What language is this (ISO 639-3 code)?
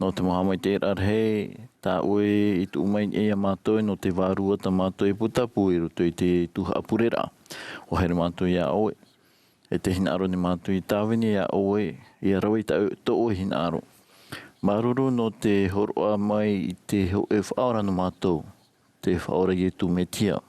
tah